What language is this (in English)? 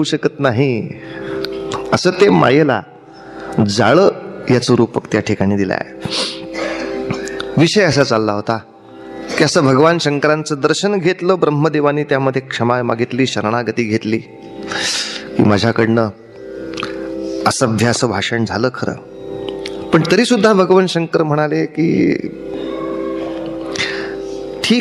Marathi